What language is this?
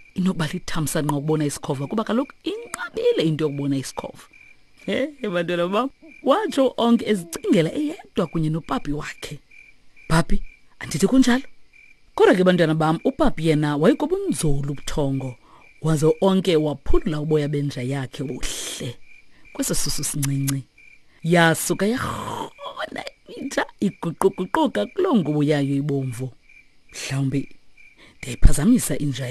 Xhosa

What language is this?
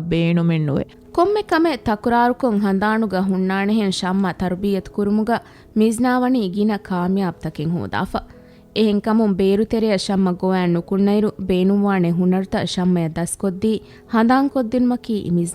Divehi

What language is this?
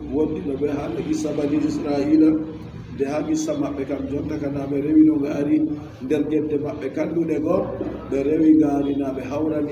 Adamawa Fulfulde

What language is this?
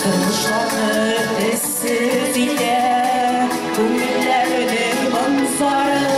Bashkir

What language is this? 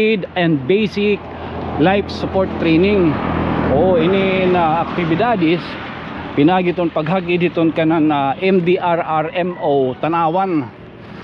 Waray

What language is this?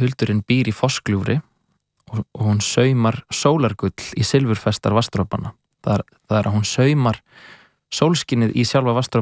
Icelandic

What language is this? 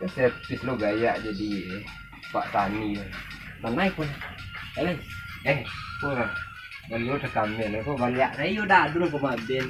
Minangkabau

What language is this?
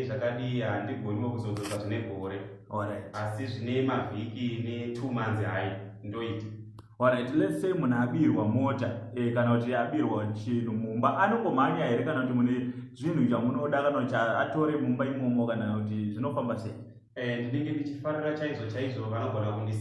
Shona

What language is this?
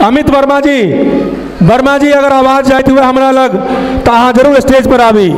Maithili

